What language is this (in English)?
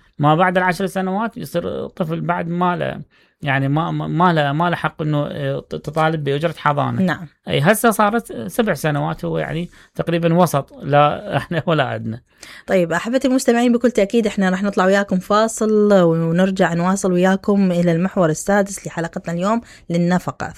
Mesopotamian Arabic